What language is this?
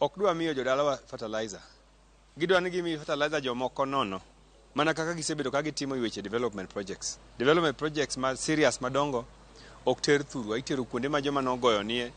Luo (Kenya and Tanzania)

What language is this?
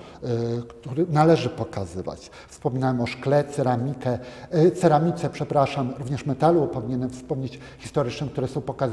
Polish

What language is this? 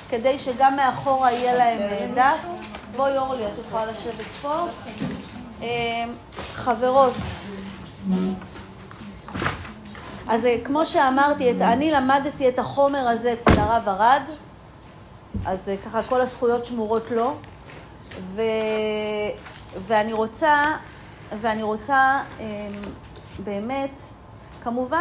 Hebrew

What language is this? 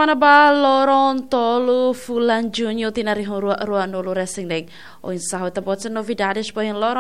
Tetum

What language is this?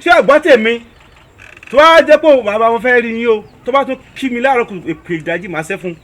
Yoruba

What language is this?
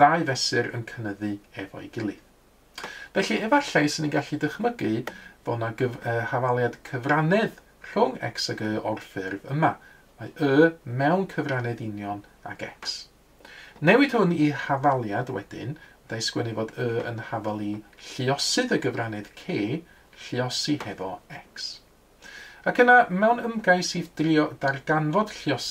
Welsh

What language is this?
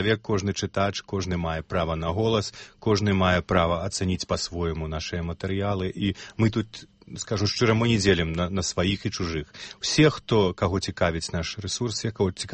Belarusian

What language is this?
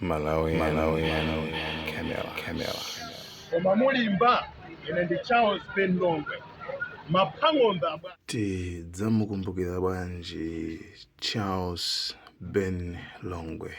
Nyanja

